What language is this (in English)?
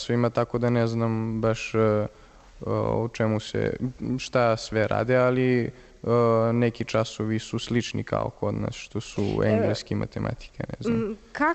Serbian